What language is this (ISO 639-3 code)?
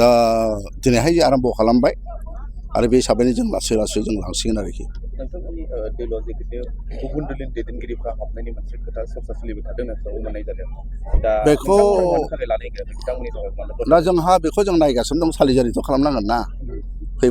brx